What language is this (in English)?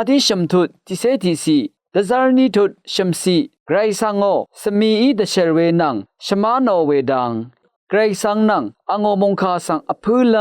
Rawang